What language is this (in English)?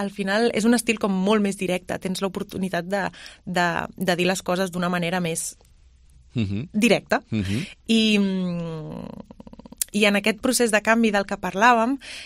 Catalan